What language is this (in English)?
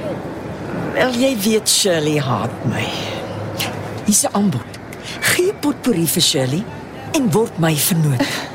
Afrikaans